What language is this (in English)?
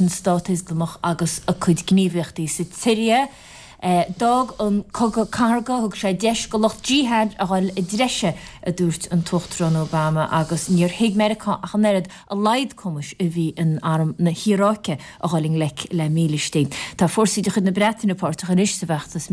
Irish